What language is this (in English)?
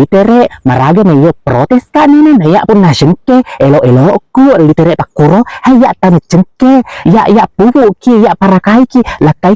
Buginese